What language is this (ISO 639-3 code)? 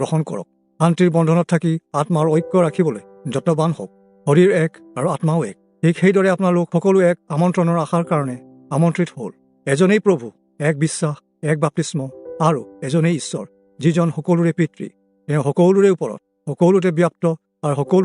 asm